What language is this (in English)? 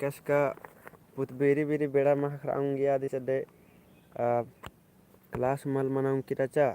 Kurukh